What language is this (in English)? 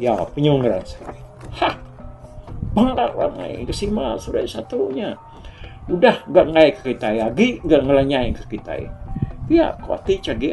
Iban